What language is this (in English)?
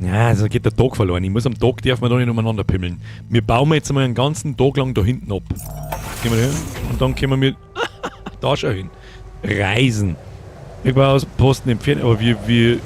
Bavarian